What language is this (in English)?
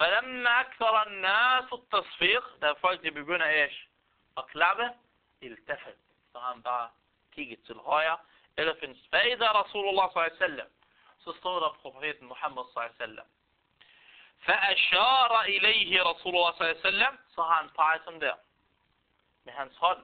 Danish